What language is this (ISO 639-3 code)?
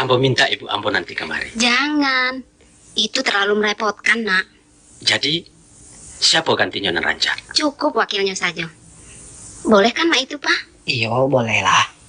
min